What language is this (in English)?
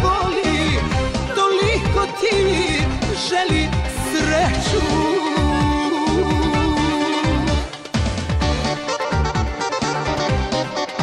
Croatian